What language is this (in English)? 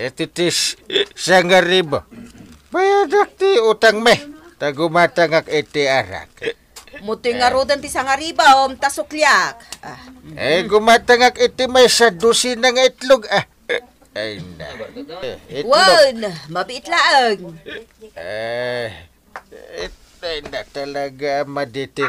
Iloko